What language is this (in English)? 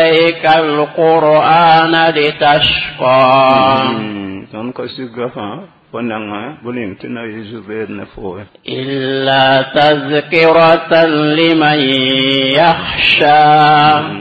Mossi